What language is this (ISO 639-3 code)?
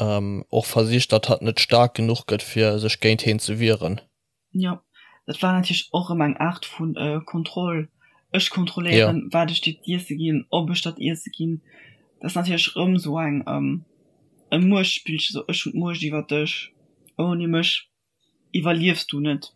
ltz